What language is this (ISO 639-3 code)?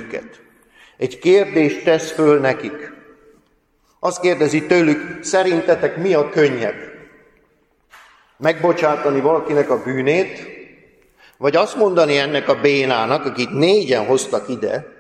hun